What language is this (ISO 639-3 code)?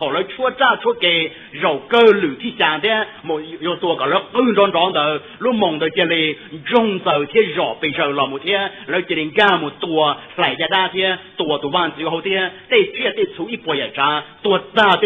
hmn